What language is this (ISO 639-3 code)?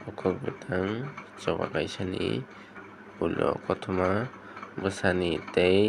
trp